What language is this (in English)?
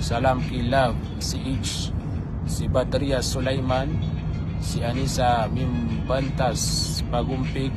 Maranao